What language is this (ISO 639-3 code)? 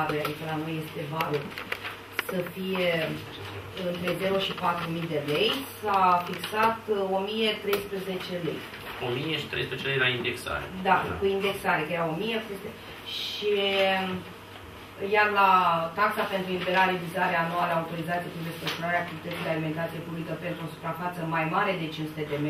ron